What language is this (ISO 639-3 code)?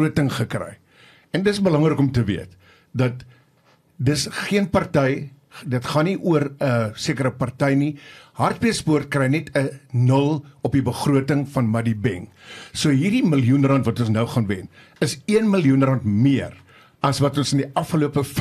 afr